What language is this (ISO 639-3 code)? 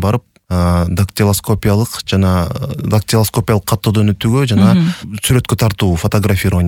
kir